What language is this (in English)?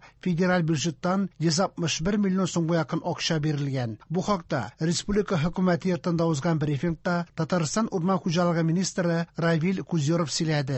Tatar